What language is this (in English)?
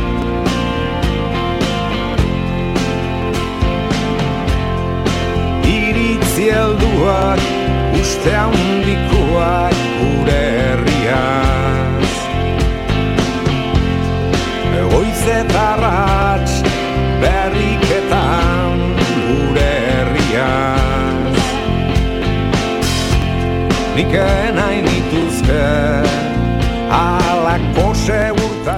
Basque